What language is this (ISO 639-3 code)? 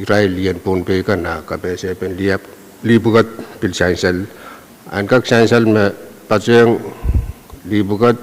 pon